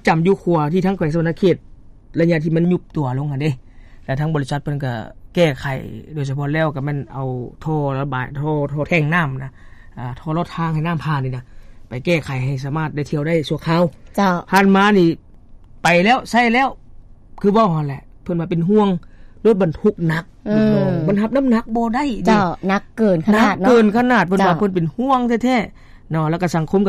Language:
Lao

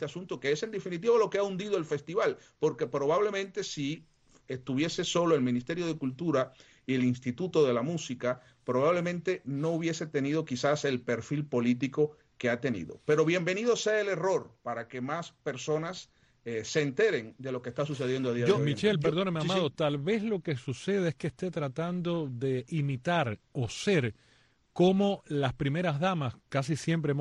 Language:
Spanish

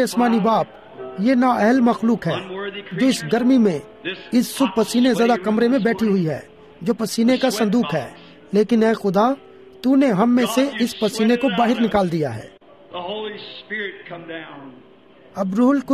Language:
Urdu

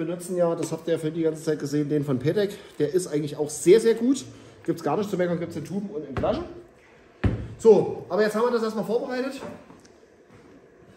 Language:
German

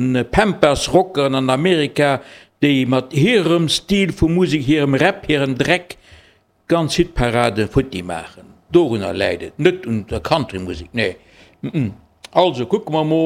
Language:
Luxembourgish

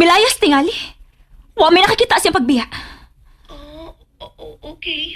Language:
Cebuano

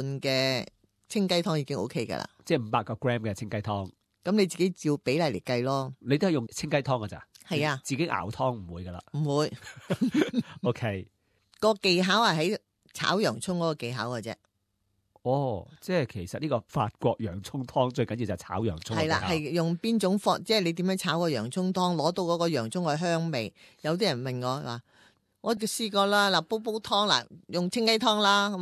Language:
Cantonese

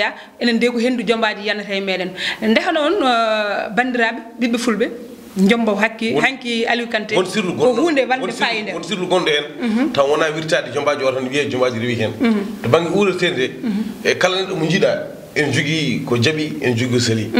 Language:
Fula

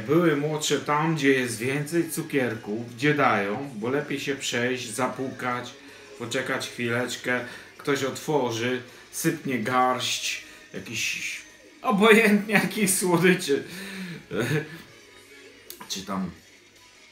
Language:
Polish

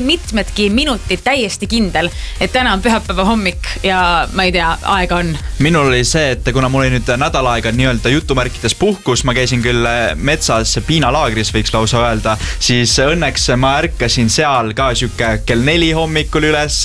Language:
Estonian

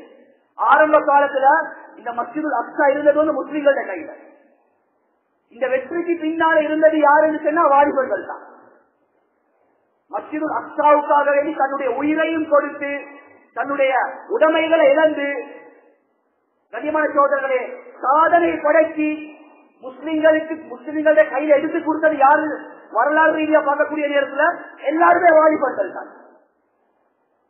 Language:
Tamil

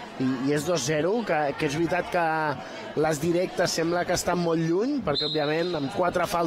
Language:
Catalan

